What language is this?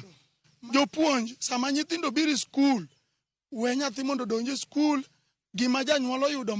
Luo (Kenya and Tanzania)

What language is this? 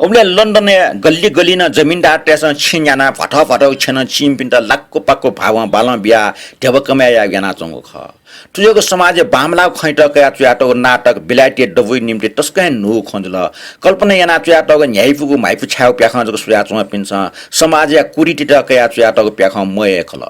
Newari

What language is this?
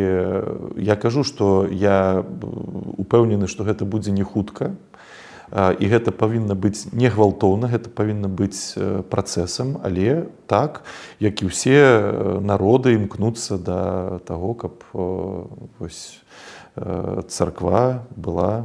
Belarusian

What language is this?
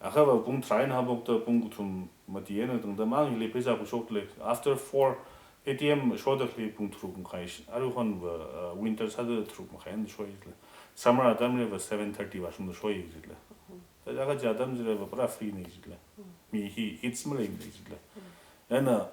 Tangkhul Naga (India)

